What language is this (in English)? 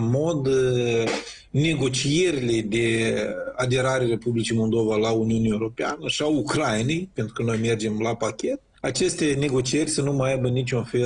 Romanian